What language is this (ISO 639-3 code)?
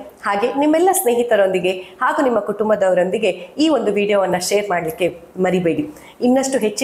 kan